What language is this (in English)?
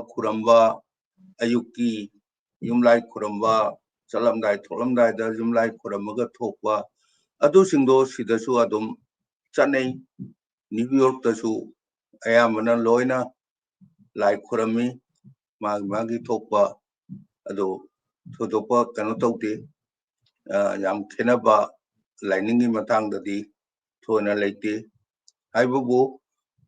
Manipuri